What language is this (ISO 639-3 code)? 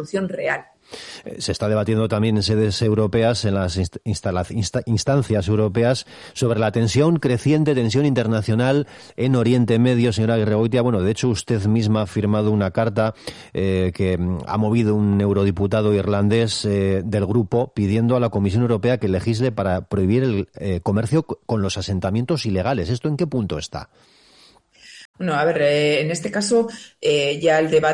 spa